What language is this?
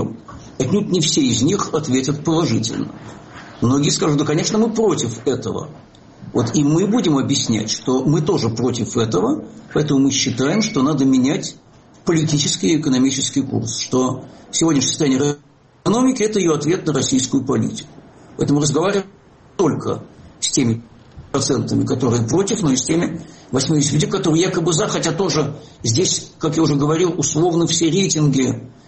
Russian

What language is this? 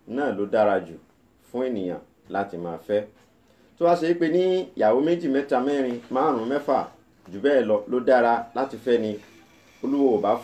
Yoruba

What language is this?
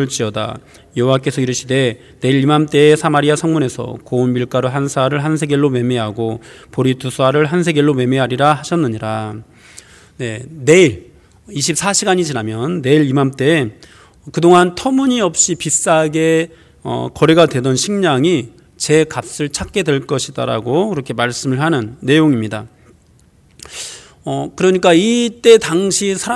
Korean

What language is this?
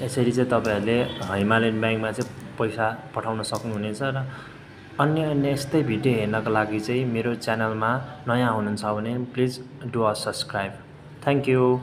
Nepali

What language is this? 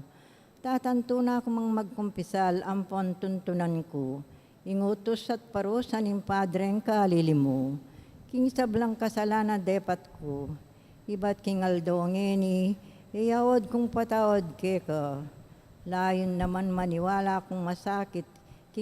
Pampanga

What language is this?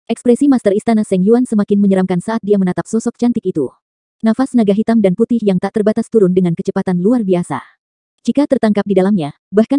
Indonesian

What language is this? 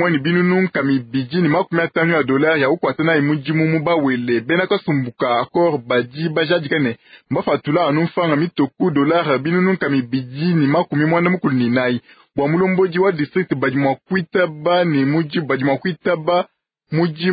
Luba-Lulua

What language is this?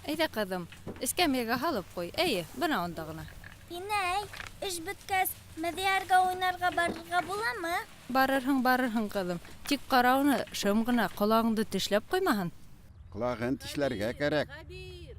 Bashkir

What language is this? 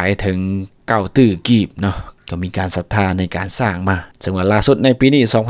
Lao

